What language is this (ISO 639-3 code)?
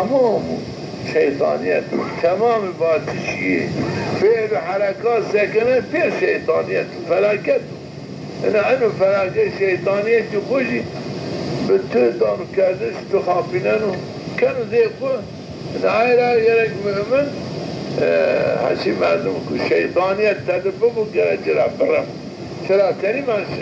zza